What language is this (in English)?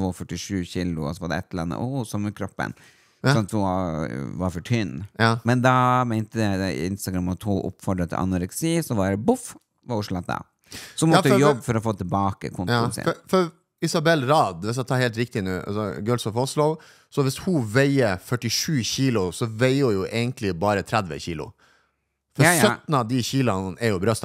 Norwegian